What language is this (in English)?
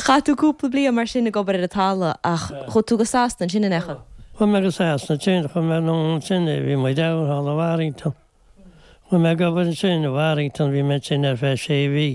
Irish